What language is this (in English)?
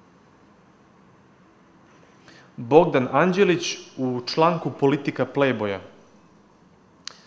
Serbian